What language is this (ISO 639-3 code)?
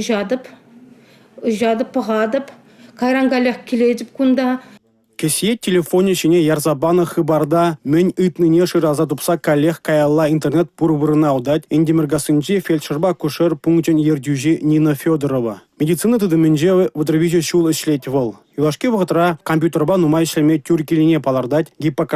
chv